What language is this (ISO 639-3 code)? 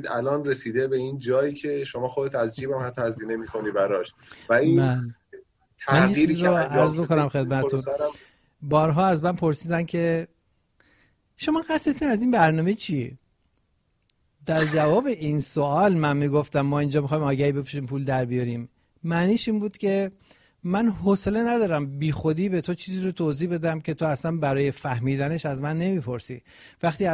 fas